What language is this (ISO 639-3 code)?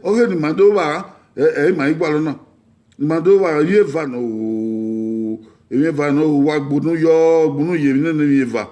bin